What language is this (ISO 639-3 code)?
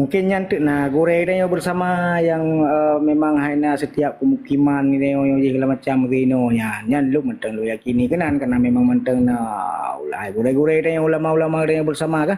ace